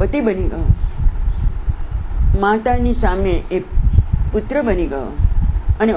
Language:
Gujarati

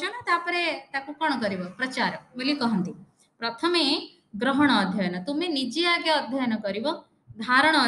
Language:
Odia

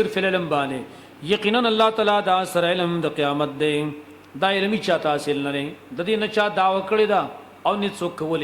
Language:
Pashto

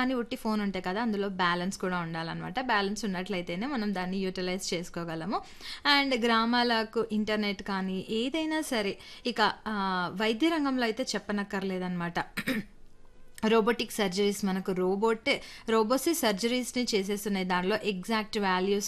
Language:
Telugu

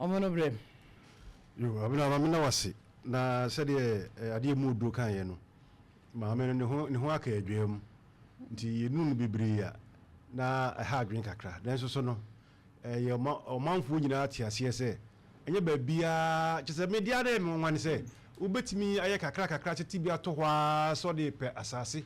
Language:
Akan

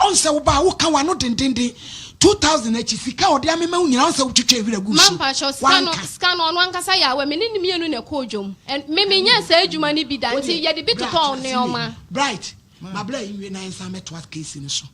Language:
Akan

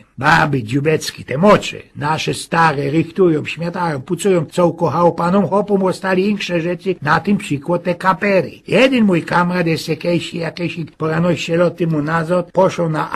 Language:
Silesian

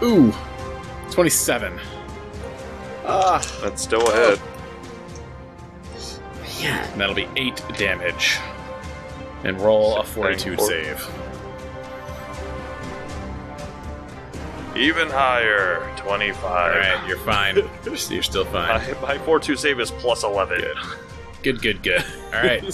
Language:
English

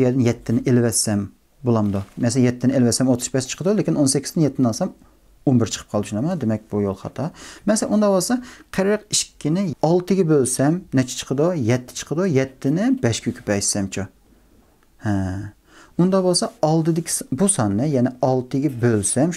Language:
Uyghur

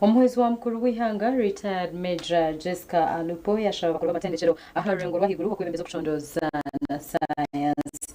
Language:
Nyankole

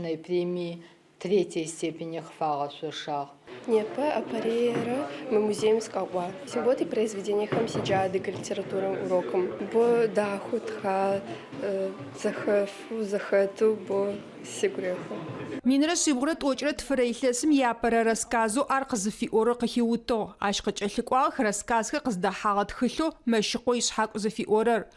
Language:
Adyghe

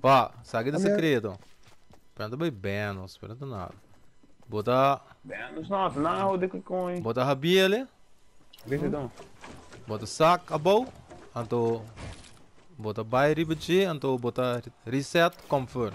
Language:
Papiamento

